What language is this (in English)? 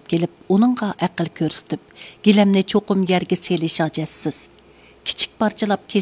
Uyghur